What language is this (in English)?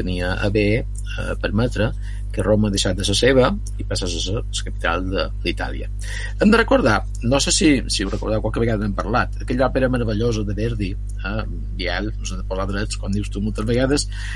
Catalan